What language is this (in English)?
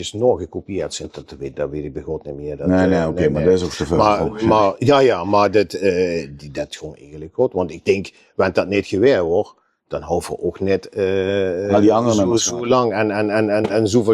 Limburgish